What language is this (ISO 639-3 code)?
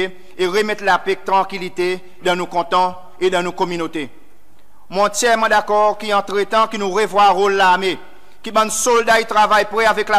crs